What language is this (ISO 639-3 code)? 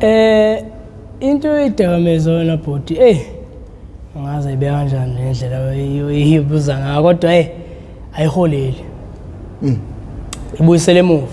zul